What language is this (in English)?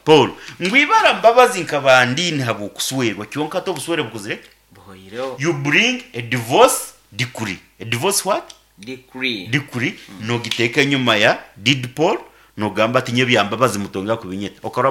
Nyankole